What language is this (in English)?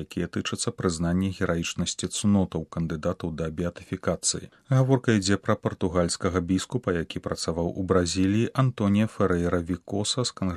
Belarusian